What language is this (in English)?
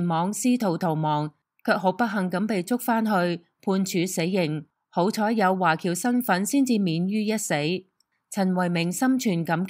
Cantonese